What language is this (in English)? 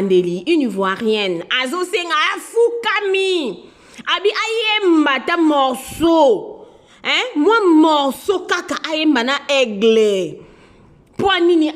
Lingala